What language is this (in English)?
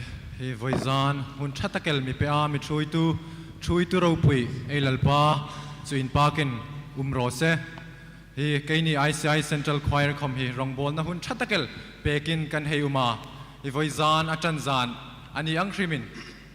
Hmar